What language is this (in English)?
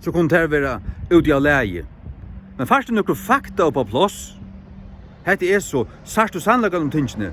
Faroese